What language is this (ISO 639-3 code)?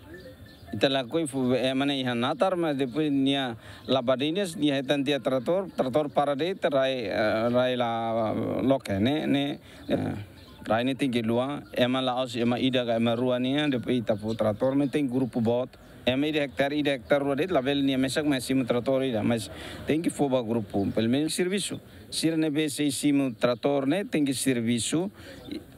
tet